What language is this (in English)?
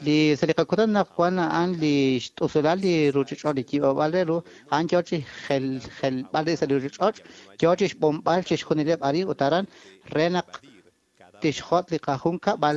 Kekchí